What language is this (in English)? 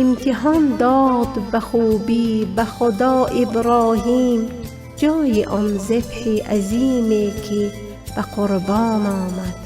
Tajik